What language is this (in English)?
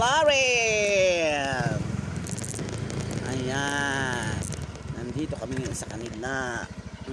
Filipino